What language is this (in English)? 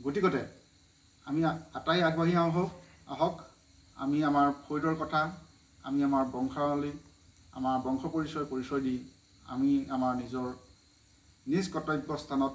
Assamese